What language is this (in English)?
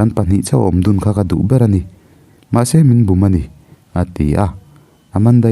Mizo